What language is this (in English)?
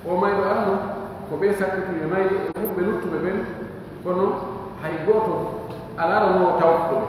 Pular